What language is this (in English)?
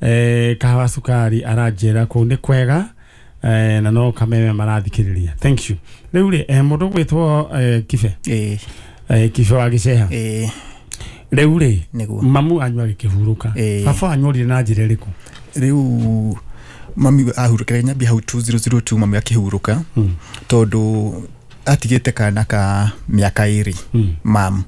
Kikuyu